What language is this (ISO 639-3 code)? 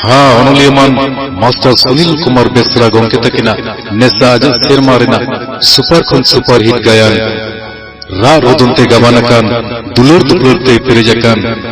sat